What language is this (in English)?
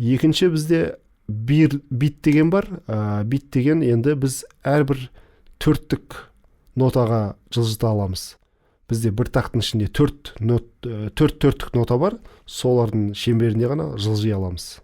Kazakh